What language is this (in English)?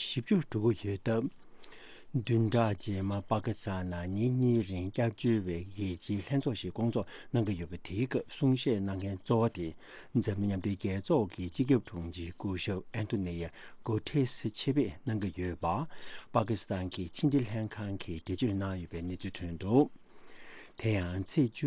Tibetan